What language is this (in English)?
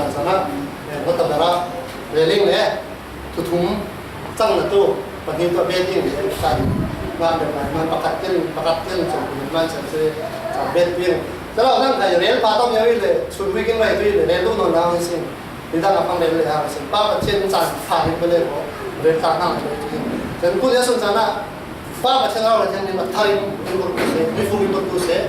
Falam Chin